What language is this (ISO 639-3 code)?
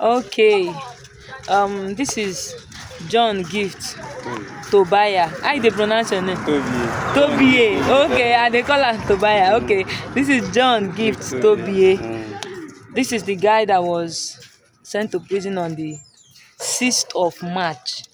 pcm